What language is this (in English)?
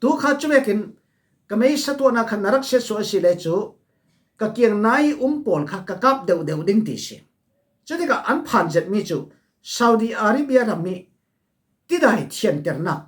Falam Chin